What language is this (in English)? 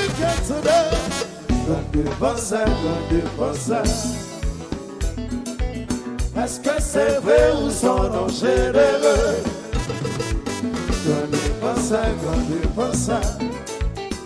French